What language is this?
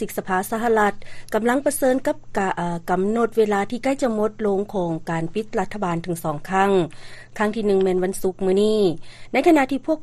Lao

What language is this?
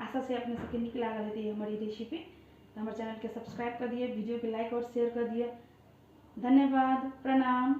Maithili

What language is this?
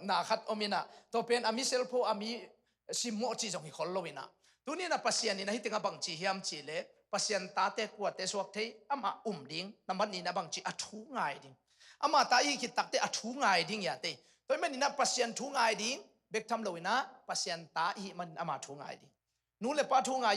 Tedim Chin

